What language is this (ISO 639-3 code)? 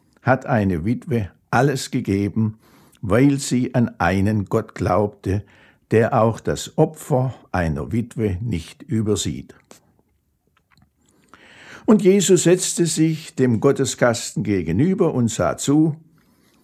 deu